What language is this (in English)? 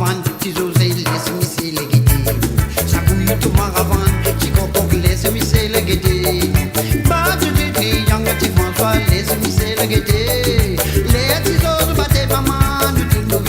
Morisyen